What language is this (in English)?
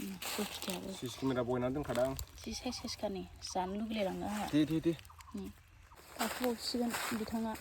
Bodo